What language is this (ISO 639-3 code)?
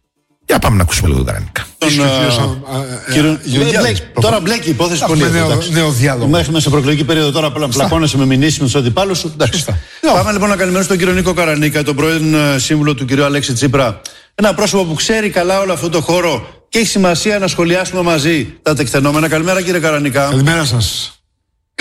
ell